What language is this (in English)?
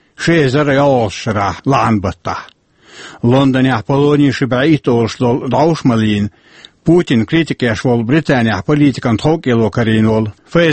Chechen